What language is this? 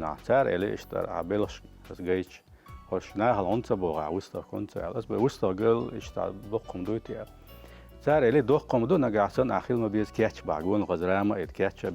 Chechen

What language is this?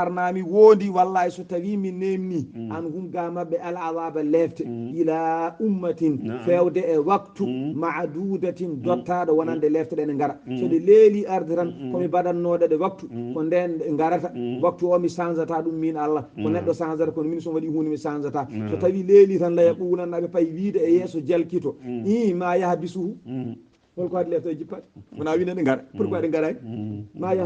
Fula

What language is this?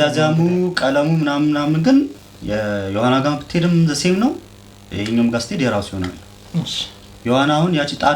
Amharic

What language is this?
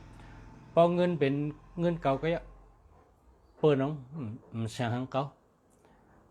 Shan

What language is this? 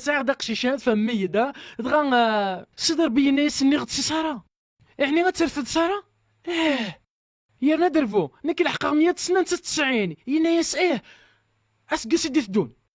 Kabyle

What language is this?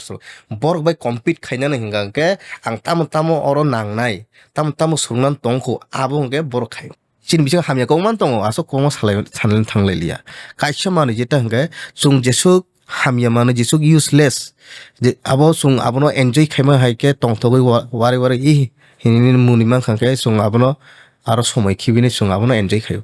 Kok Borok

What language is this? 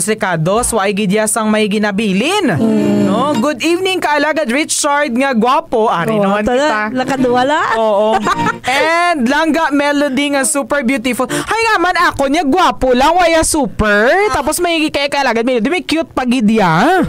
Hiligaynon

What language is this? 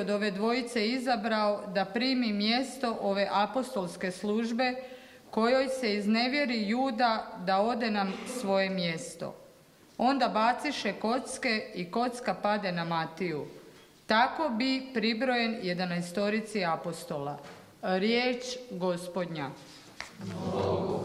Croatian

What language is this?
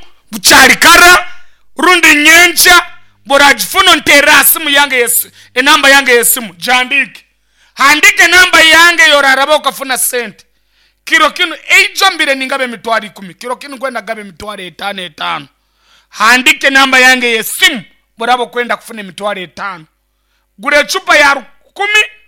Nyankole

